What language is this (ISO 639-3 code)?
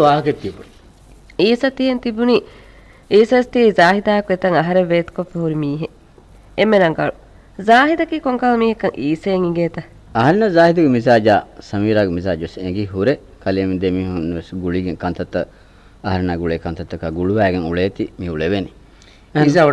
div